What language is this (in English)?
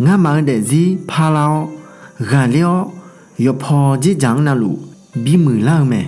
Akha